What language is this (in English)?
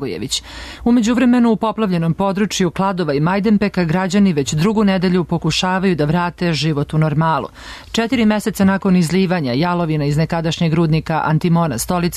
Serbian